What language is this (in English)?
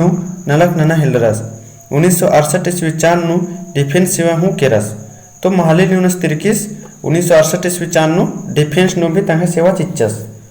Kurukh